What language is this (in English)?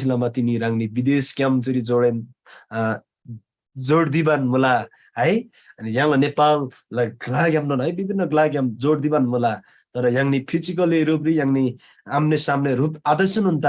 Eastern Tamang